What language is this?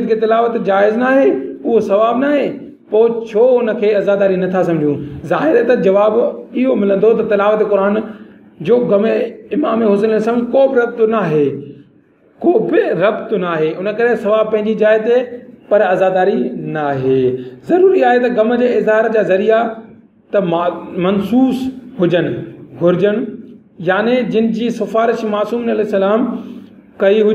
Sindhi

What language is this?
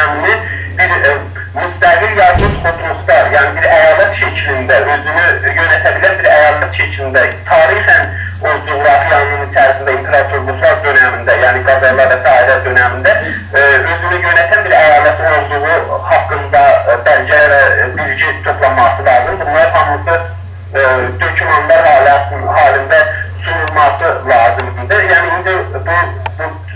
South Azerbaijani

